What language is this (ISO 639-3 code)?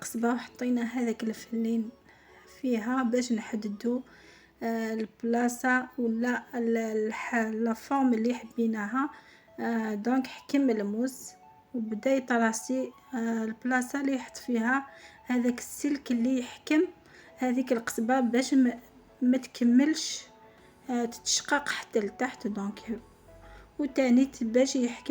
arq